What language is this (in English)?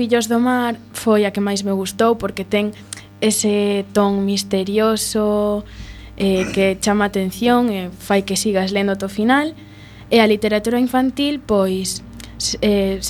Galician